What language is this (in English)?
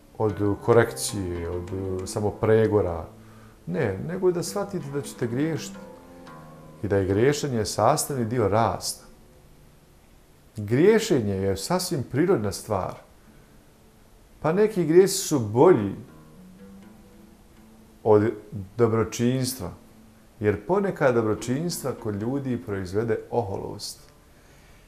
Bosnian